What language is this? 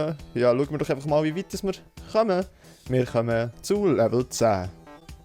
Swiss German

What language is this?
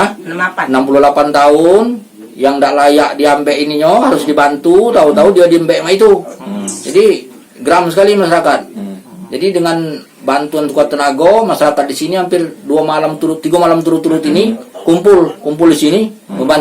Musi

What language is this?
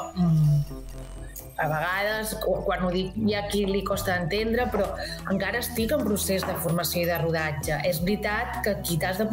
Catalan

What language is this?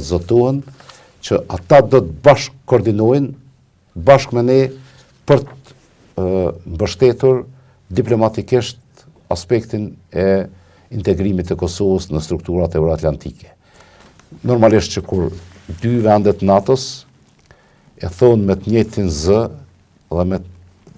Albanian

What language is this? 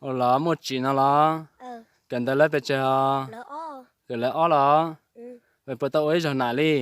Hmong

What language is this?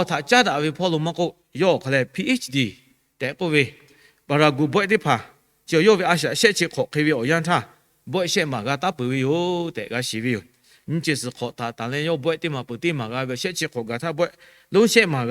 Lahu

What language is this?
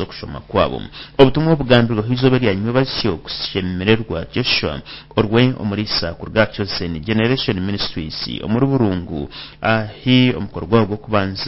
Nyankole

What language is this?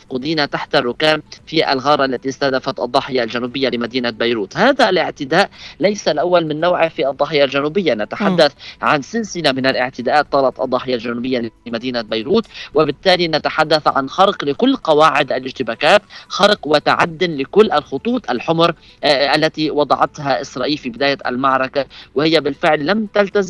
Tunisian Arabic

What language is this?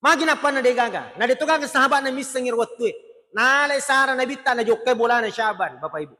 Buginese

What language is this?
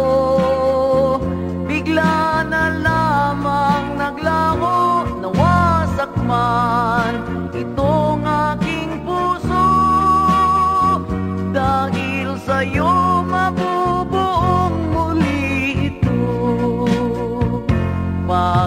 Filipino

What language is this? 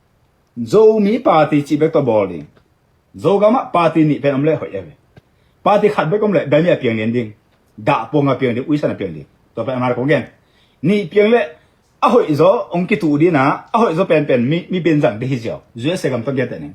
Tedim Chin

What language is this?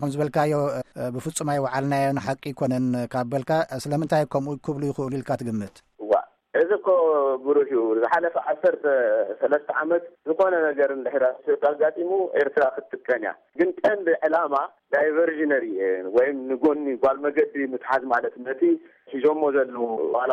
Tigrinya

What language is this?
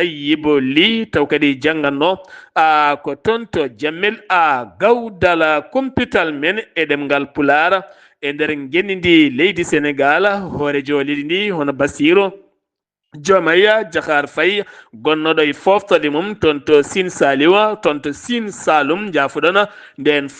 Fula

